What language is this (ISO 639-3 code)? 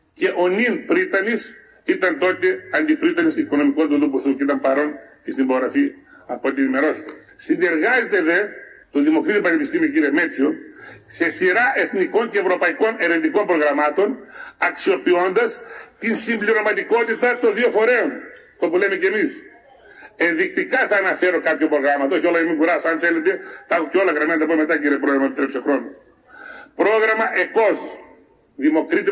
ell